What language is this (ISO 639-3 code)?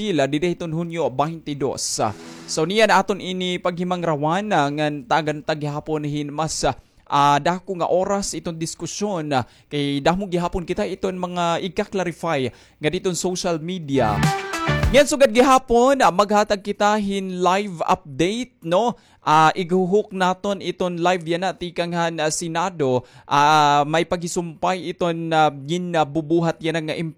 war